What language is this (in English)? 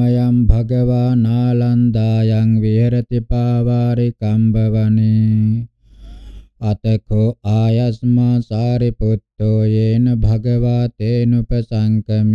Pali